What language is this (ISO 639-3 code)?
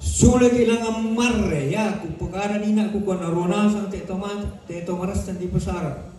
sda